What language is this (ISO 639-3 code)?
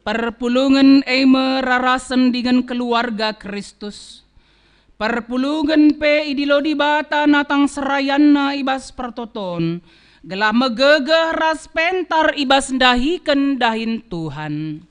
btx